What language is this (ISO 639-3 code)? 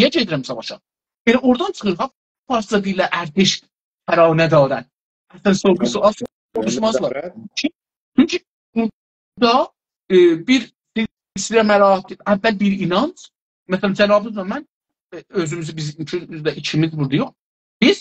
azb